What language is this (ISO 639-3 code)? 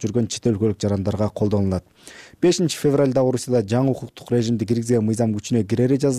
kir